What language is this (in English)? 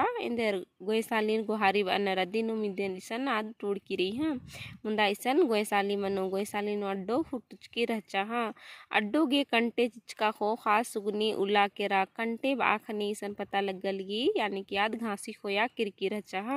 Kurukh